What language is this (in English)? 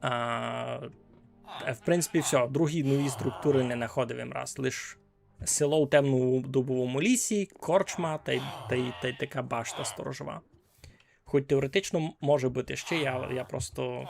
Rusyn